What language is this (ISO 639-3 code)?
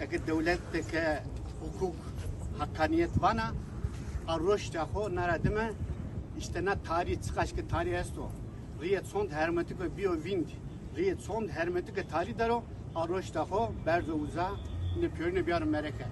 zza